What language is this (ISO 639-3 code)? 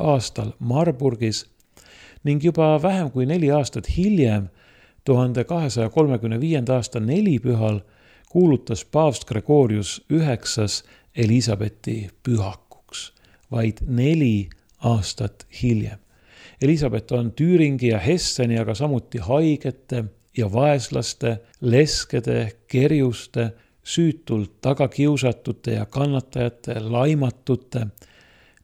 est